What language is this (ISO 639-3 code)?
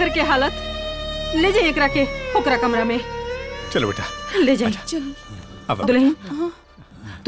bho